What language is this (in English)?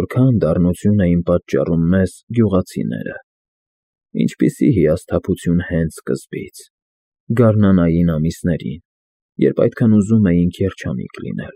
Armenian